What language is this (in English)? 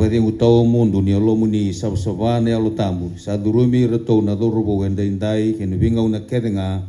Fijian